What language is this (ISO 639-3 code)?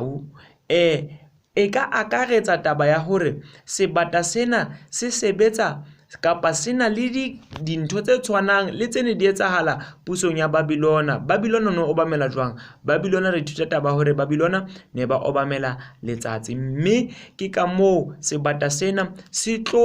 sot